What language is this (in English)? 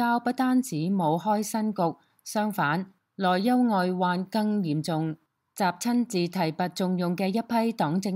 Cantonese